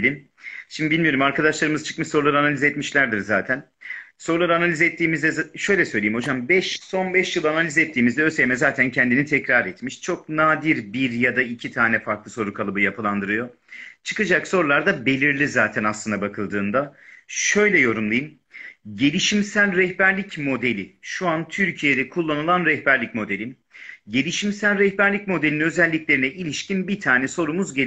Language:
Turkish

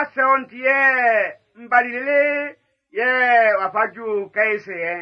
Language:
Baoulé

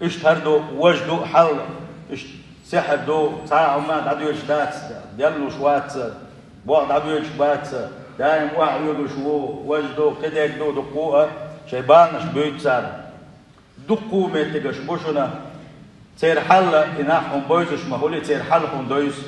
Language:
Chechen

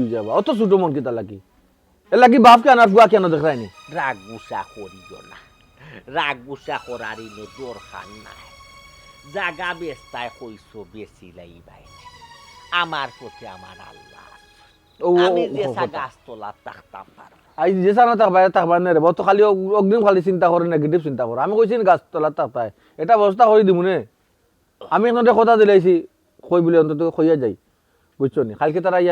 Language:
Sylheti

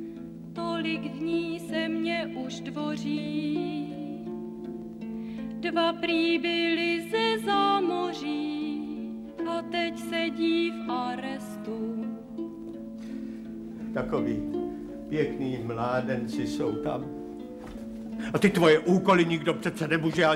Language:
Czech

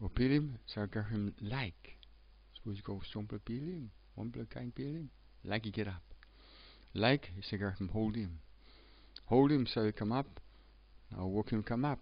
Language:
Tok Pisin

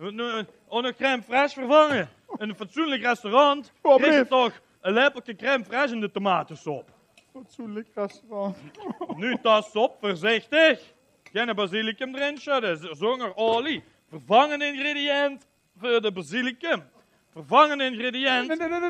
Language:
Limburgish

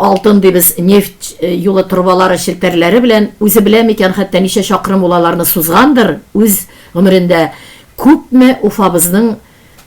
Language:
Tatar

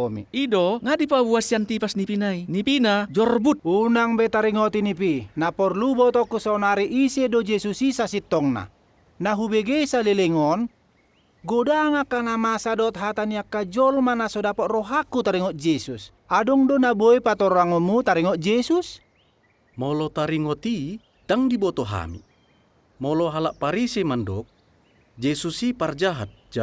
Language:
Batak Toba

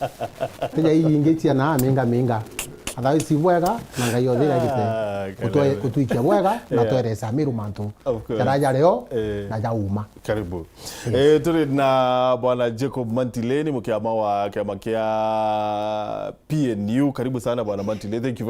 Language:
Meru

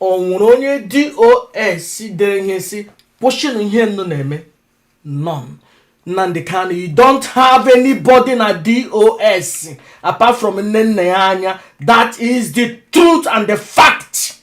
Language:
Igbo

